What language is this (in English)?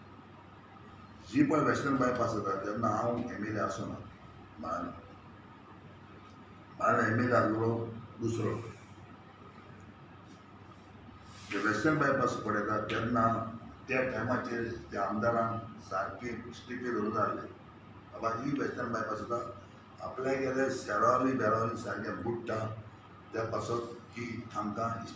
Konkani